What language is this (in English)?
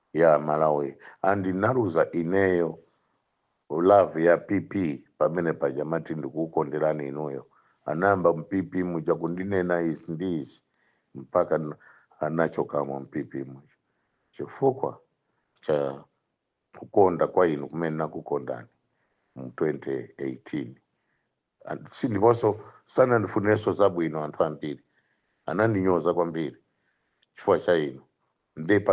Nyanja